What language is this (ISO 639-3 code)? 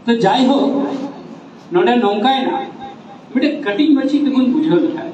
sat